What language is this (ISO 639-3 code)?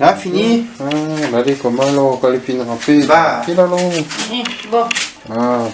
rcf